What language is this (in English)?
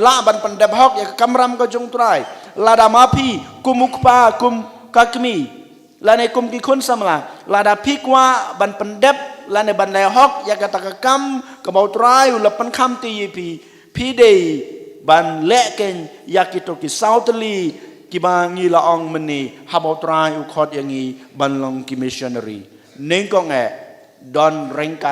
Khasi